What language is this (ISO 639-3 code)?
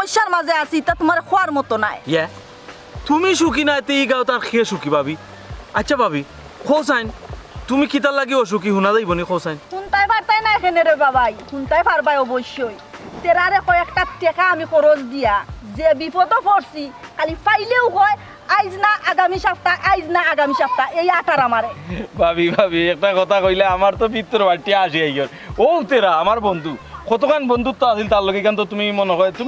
syl